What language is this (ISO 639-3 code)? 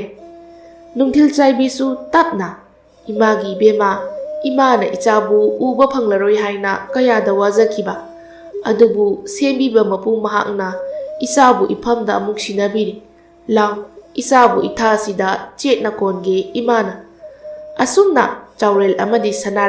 mni